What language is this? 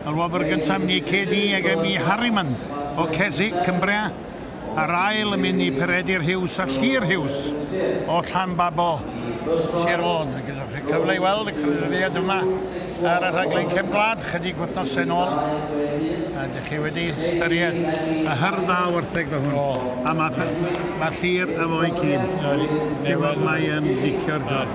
Welsh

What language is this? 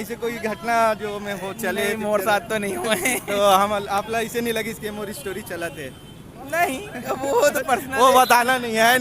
Chhattisgarhi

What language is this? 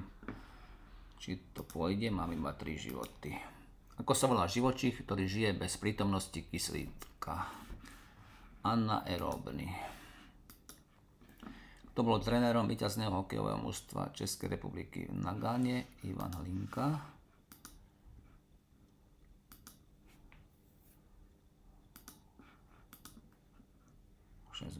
Slovak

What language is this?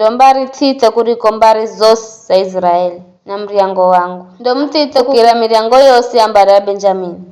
Giryama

